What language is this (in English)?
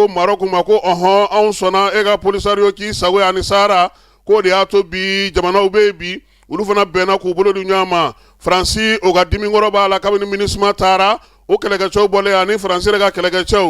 Bambara